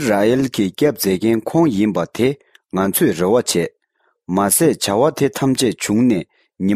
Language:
Tibetan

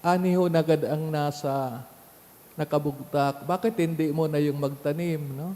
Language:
Bikol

